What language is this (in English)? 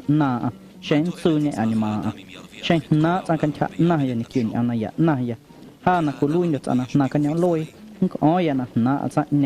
Guerrero Amuzgo